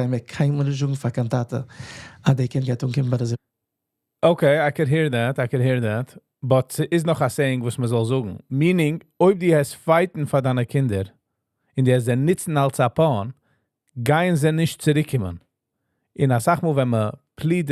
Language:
Yiddish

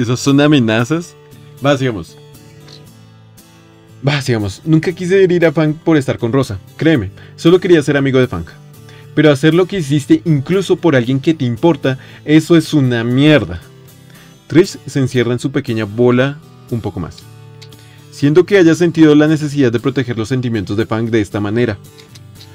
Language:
Spanish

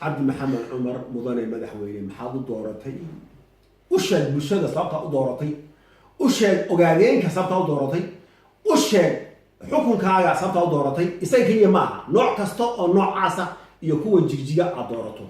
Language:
Somali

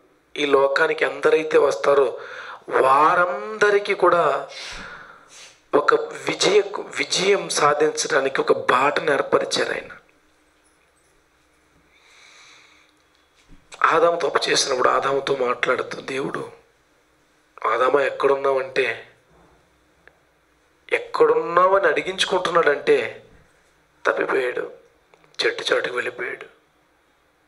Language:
Telugu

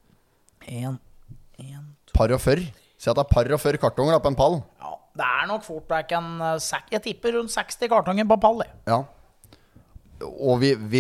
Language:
Norwegian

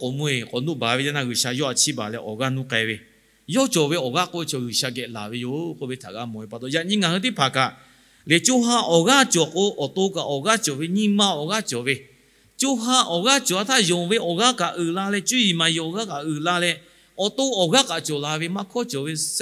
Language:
Lahu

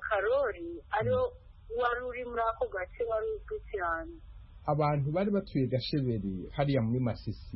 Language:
Kinyarwanda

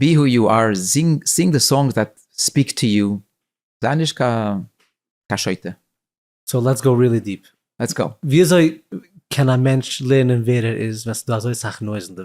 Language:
Yiddish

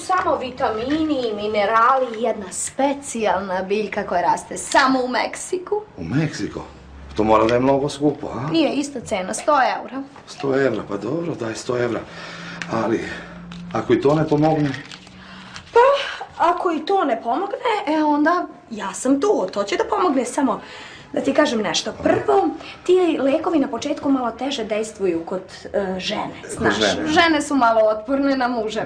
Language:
Serbian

